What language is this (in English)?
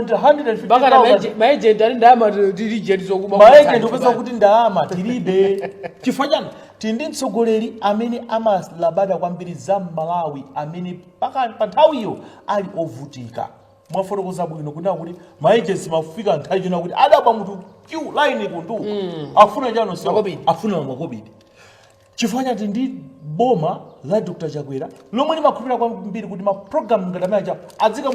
Nyanja